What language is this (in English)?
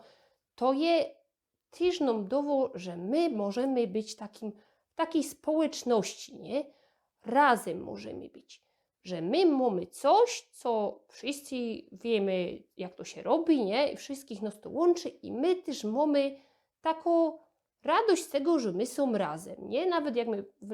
Silesian